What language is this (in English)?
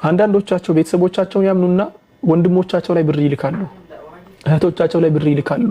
Amharic